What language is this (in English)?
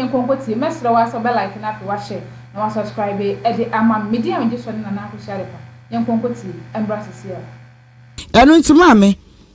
Akan